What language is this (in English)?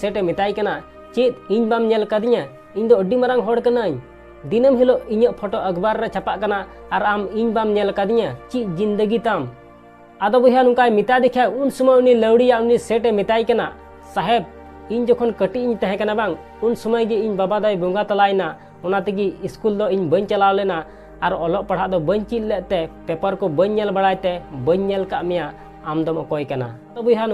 Santali